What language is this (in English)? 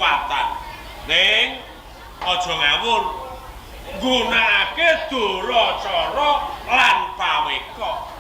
Javanese